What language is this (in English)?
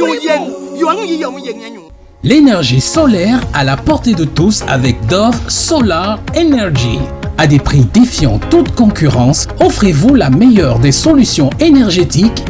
Basaa